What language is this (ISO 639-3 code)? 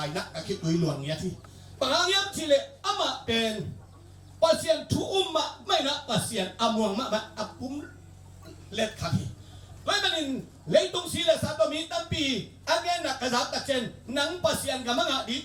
ctd